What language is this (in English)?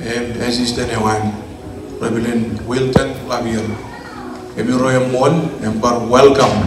Marshallese